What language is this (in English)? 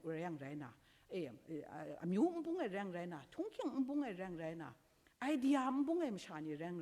Kachin